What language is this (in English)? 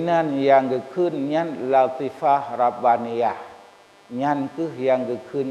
Achinese